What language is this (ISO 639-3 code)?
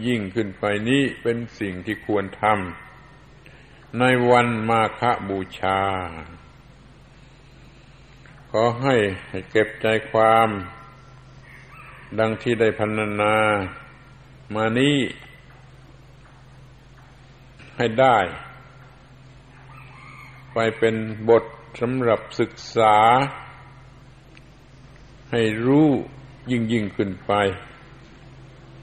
tha